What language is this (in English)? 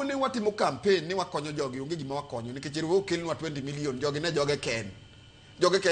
Luo (Kenya and Tanzania)